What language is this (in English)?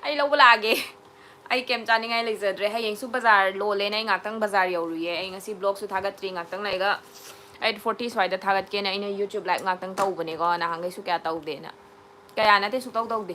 Manipuri